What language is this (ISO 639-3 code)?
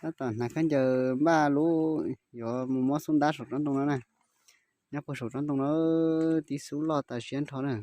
hmn